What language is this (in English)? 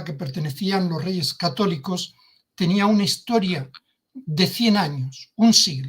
Ladino